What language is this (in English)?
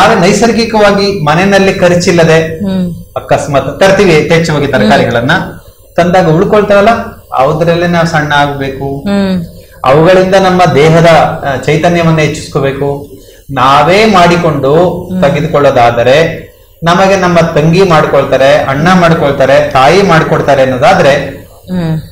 Kannada